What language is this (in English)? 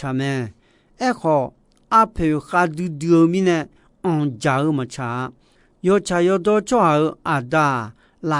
Akha